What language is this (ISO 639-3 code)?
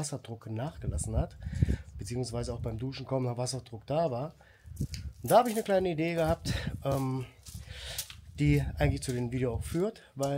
deu